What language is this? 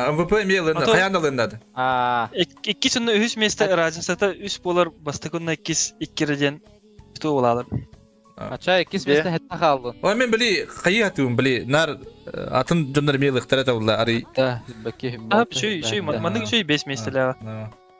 Yakut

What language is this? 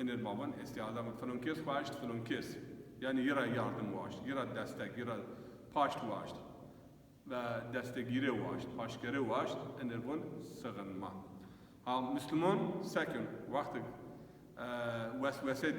Zaza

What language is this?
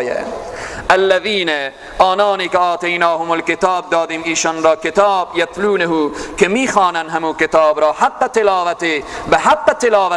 Persian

